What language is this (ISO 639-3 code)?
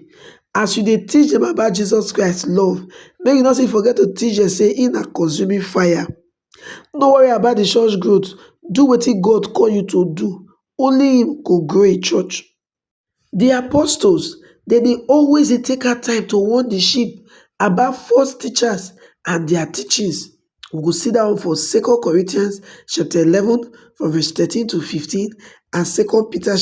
pcm